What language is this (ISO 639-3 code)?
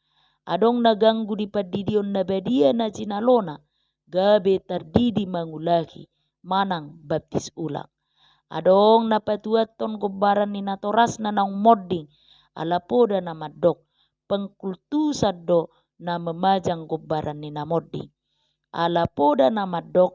bbc